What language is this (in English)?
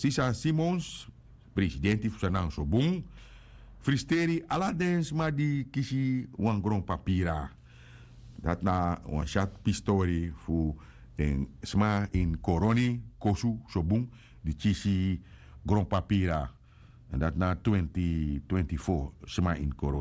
Sranan Tongo